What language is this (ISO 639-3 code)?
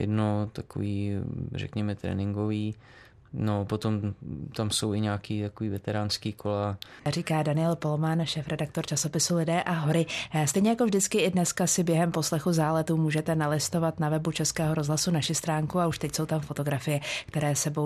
ces